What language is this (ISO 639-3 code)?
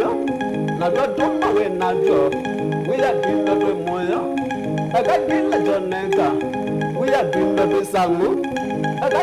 kam